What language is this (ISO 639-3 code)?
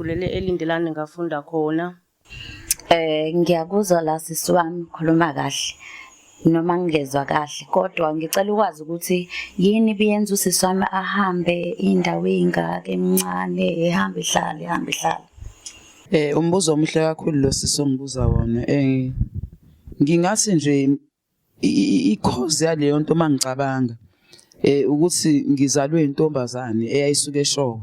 zul